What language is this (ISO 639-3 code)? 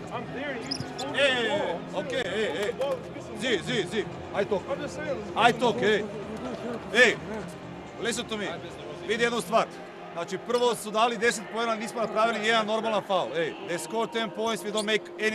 srp